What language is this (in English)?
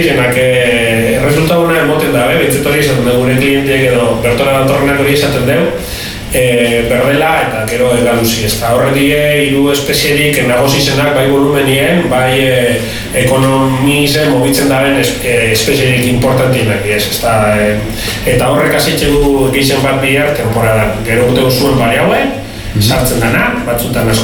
Basque